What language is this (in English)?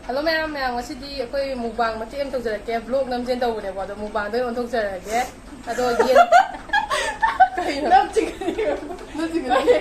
Manipuri